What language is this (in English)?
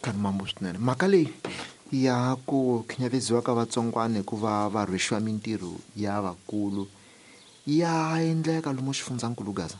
Tsonga